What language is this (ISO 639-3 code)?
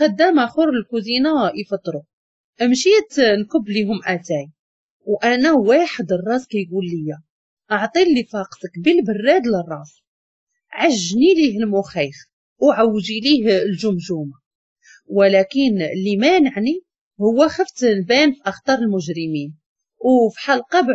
ary